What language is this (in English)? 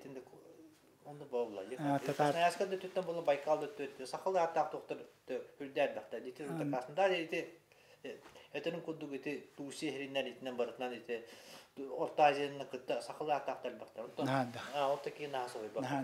Yakut